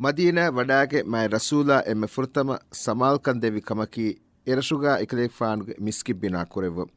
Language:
Divehi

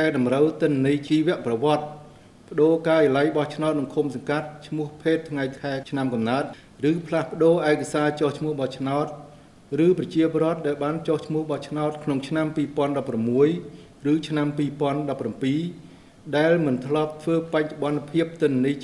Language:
Khmer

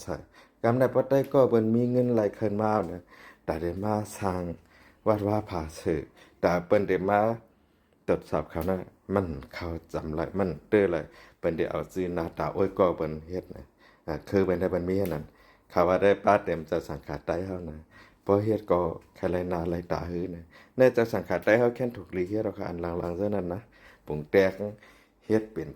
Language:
Shan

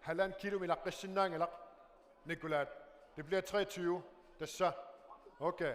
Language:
Kalaallisut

